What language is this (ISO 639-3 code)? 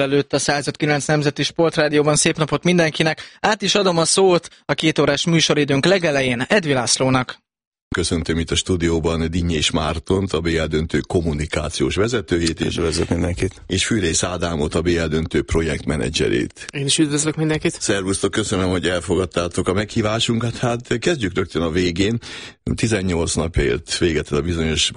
hun